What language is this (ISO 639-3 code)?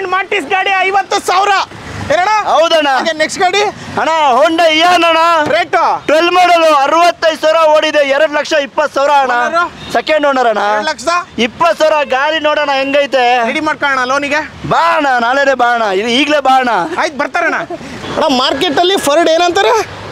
kan